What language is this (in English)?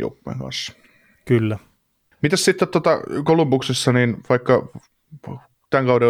Finnish